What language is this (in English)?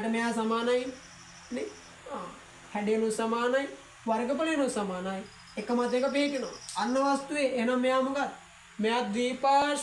Sinhala